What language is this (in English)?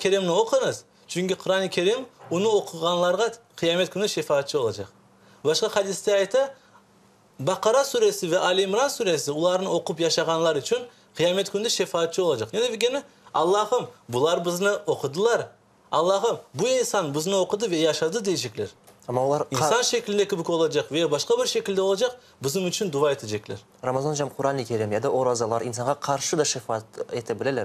Crimean Tatar